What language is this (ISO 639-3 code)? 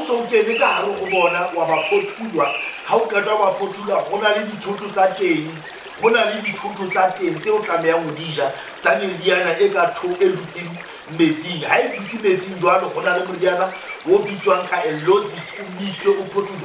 sot